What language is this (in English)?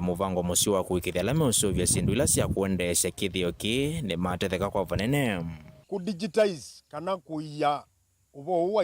Kamba